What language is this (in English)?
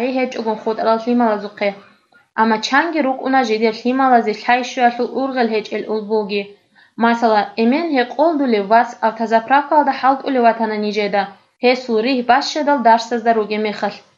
Avaric